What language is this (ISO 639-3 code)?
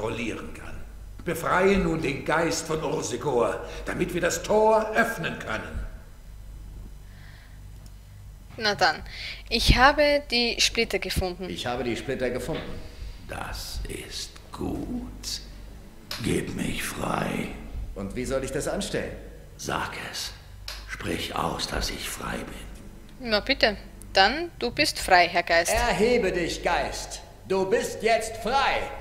deu